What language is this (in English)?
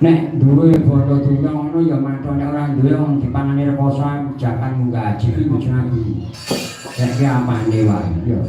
Javanese